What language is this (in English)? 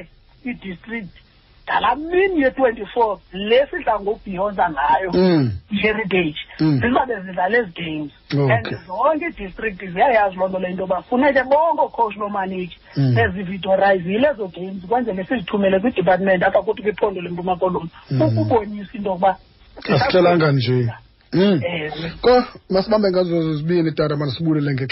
Xhosa